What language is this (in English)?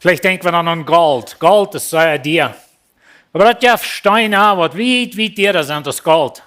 Plautdietsch